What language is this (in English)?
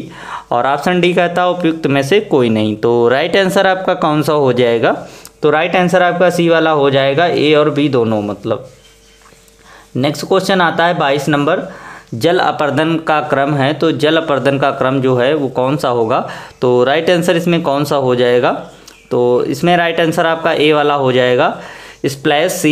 Hindi